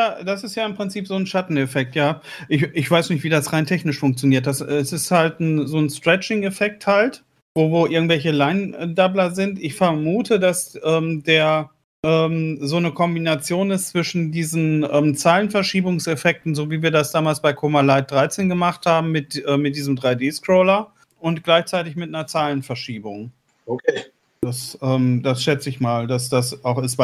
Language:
German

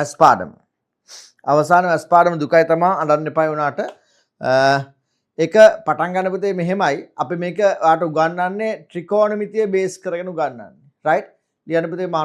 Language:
Sinhala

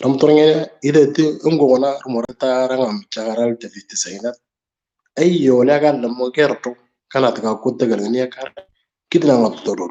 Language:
Moro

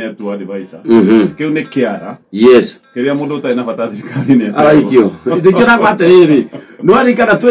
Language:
Kikuyu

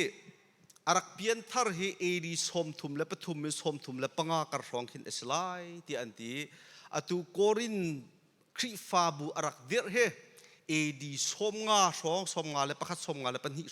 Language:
Hakha Chin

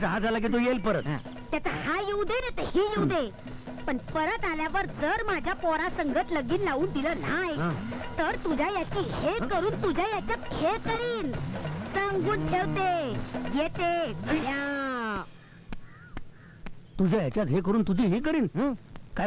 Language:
Marathi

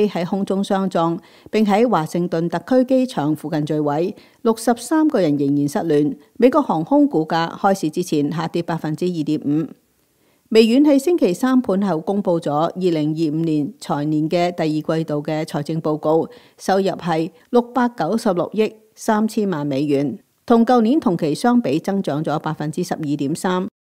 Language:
Cantonese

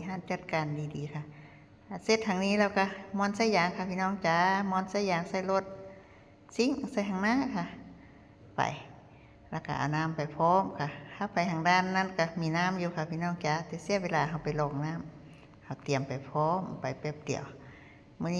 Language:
Northeastern Thai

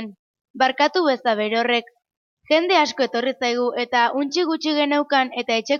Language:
Basque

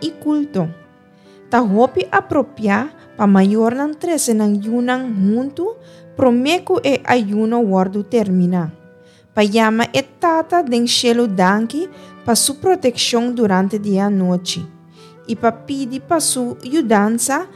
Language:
Papiamento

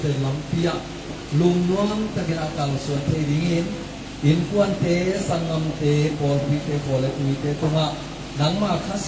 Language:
Tedim Chin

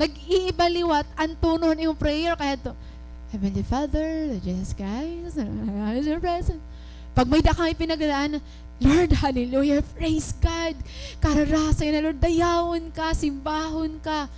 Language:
Waray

